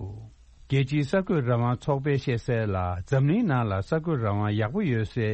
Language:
Tibetan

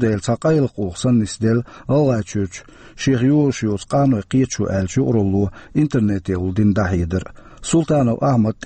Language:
Chechen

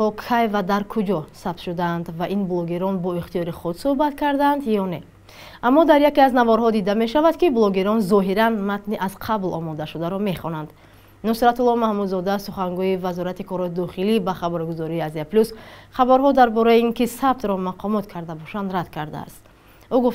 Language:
Tajik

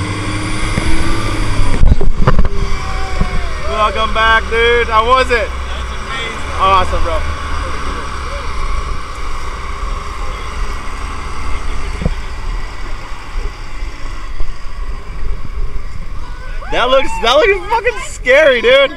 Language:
English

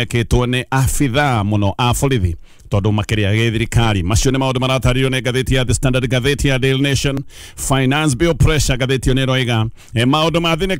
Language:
Kikuyu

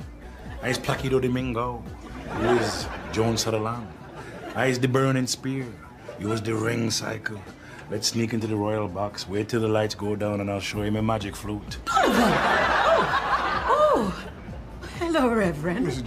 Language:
Jamaican Creole English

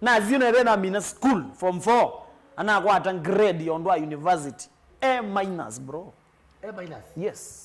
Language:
Kamba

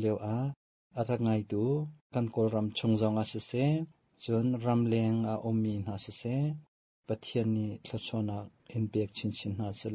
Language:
Hakha Chin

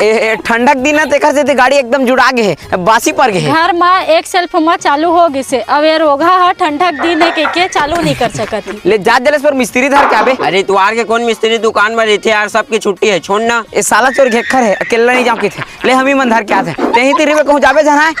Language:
Chhattisgarhi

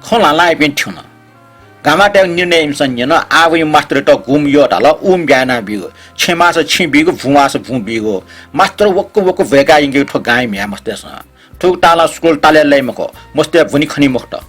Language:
Newari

